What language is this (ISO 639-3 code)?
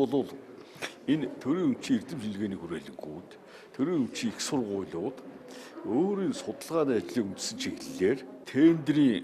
mon